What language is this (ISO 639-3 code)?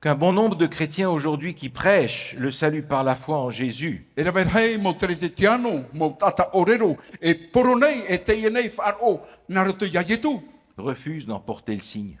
tah